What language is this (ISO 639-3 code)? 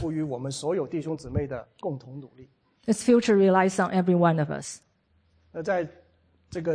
zho